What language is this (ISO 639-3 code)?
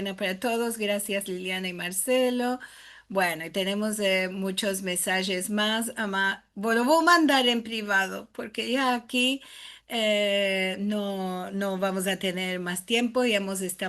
lad